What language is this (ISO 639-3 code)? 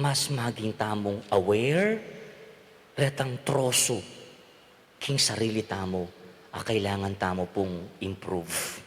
pam